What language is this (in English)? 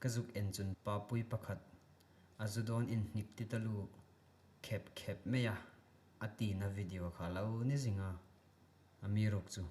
Hmar